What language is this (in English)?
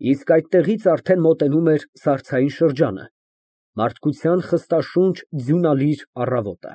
Armenian